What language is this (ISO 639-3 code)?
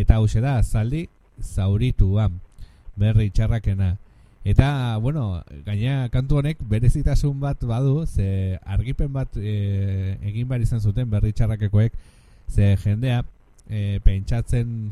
eus